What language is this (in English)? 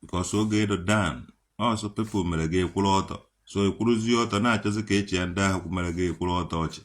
Igbo